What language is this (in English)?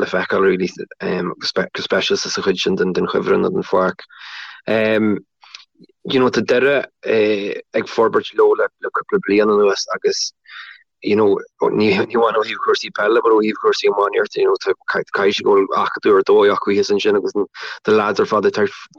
Irish